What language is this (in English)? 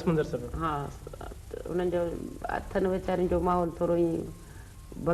Sindhi